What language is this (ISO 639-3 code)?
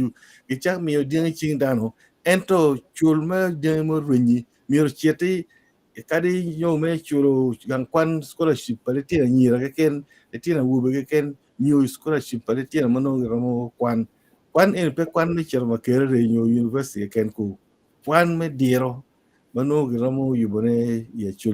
ach